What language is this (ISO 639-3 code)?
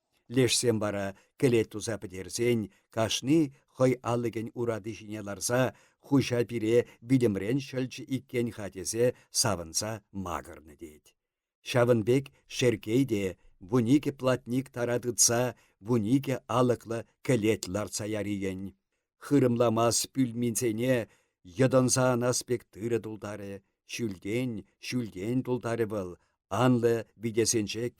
chv